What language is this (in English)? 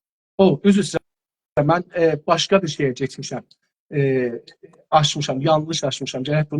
South Azerbaijani